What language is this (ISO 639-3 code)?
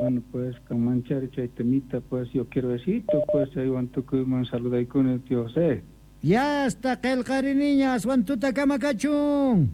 quh